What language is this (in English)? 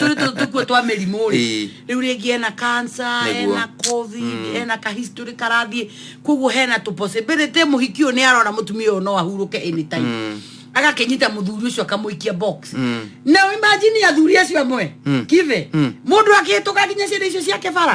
Kikuyu